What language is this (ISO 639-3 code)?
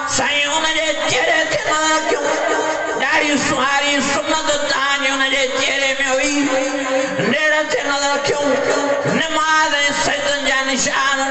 snd